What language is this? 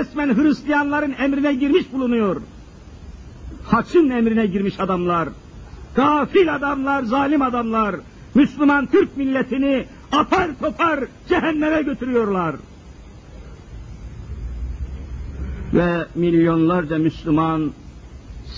Turkish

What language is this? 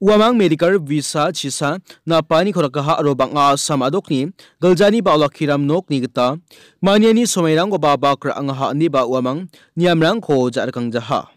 Garo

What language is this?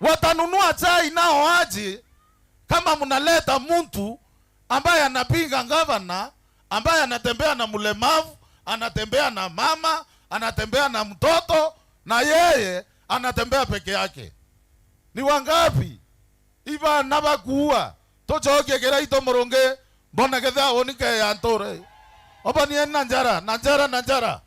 Meru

